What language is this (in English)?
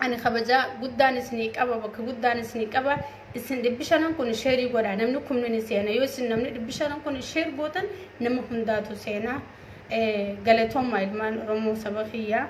Oromo